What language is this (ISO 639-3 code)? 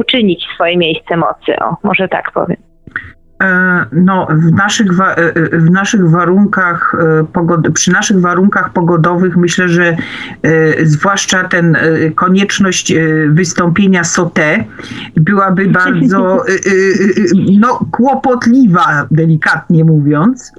pol